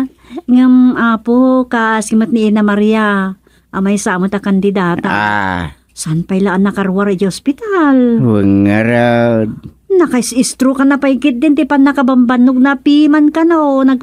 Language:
Iloko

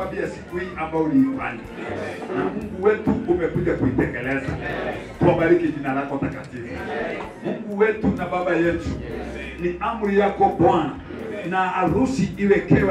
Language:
Swahili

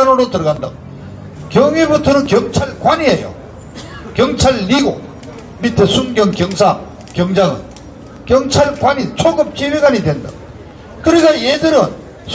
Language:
Korean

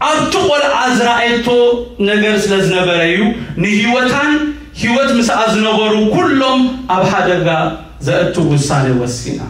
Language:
Tigrinya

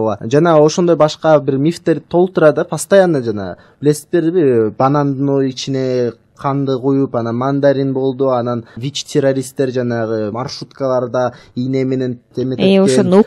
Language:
Kyrgyz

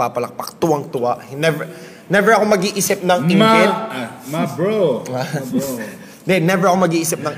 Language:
Filipino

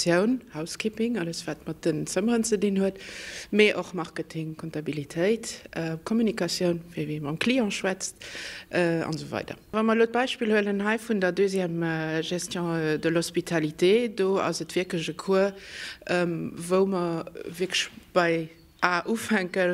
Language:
Luxembourgish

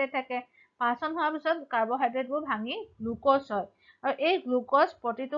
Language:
Assamese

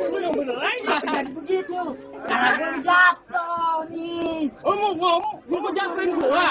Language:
Betawi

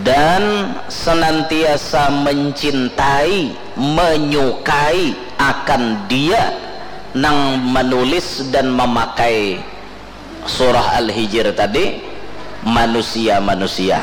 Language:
Banjar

